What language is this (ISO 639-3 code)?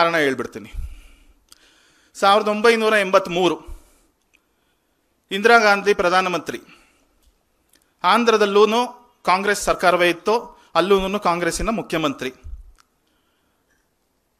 kan